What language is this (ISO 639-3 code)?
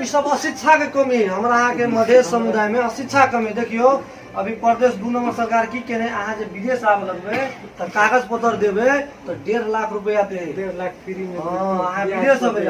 mai